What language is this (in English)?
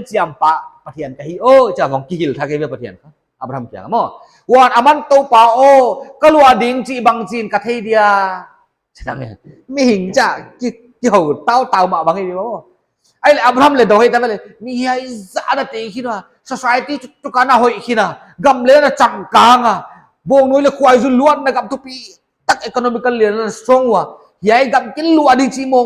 Paite Chin